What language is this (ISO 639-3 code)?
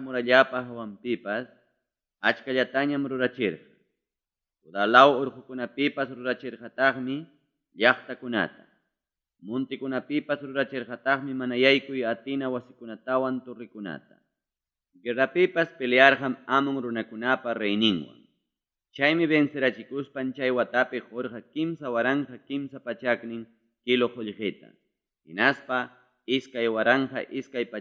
quy